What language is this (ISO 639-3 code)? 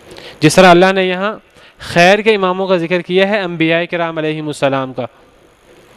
urd